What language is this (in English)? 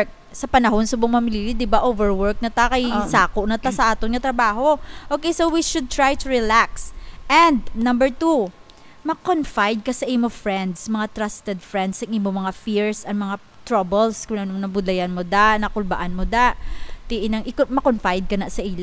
Hiligaynon